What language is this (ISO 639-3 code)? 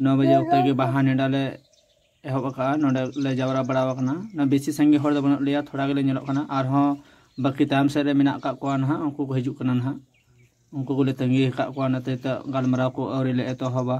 sat